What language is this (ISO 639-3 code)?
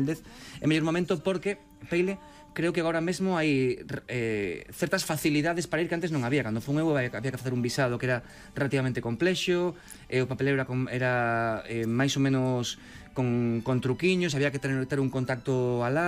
glg